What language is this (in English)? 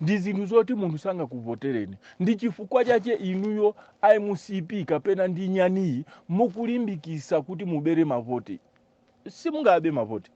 Nyanja